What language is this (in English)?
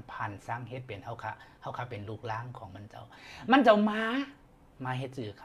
Shan